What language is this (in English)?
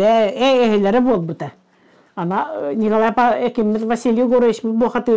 Yakut